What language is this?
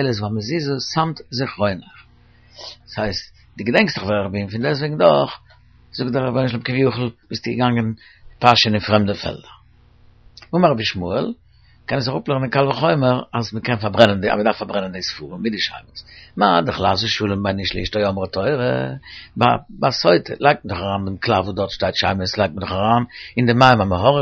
Yiddish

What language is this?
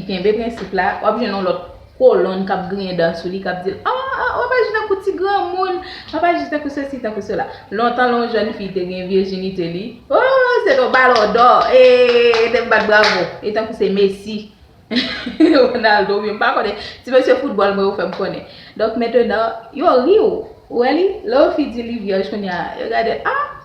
Haitian Creole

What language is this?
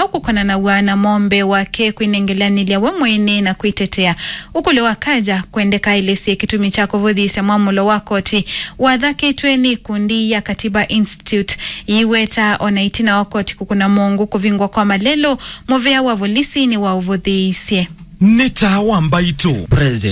Kamba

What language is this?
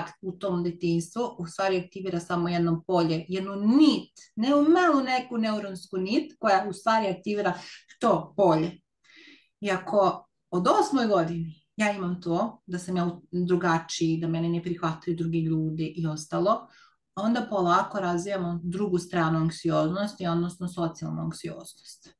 Serbian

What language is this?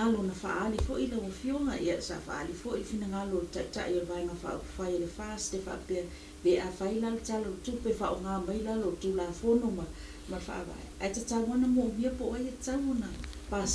Samoan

